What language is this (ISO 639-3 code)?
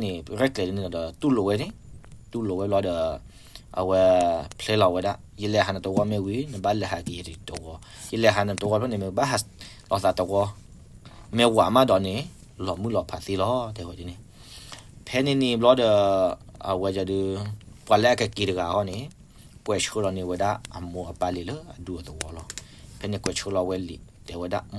ksw